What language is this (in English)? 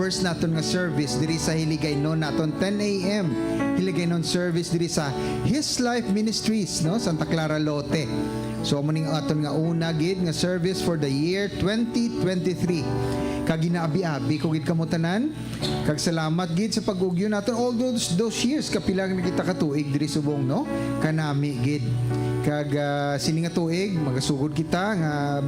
Hiligaynon